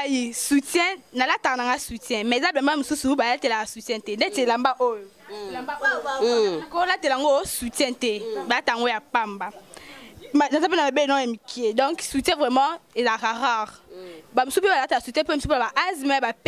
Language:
Lingala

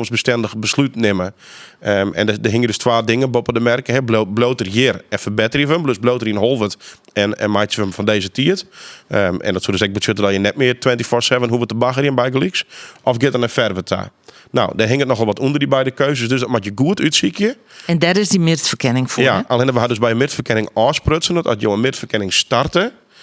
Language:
Western Frisian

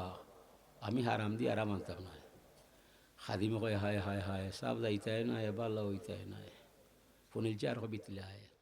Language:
Sylheti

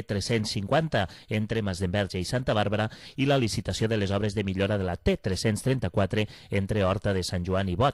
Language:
Catalan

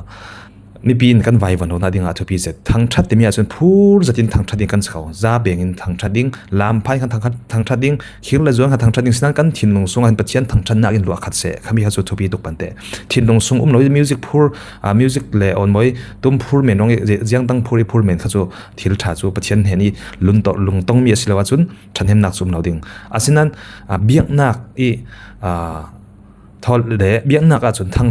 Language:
Falam Chin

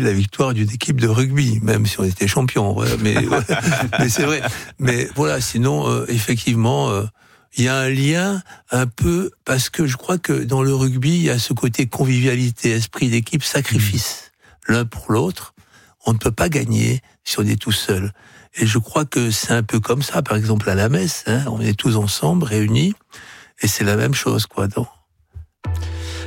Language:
French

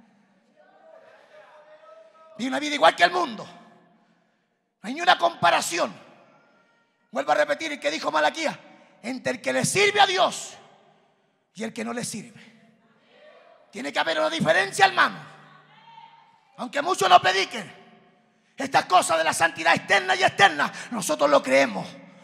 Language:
Spanish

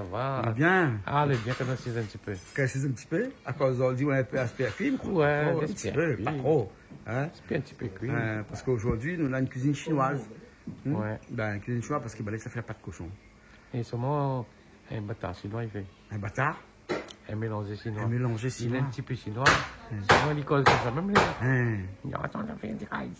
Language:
Réunion Creole French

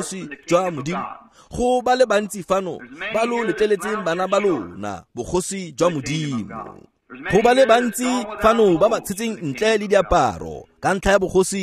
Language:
Tswana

